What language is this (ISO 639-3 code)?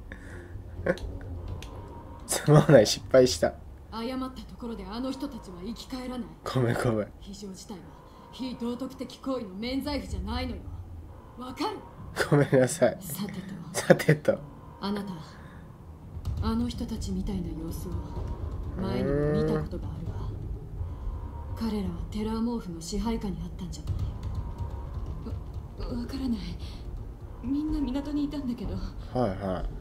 jpn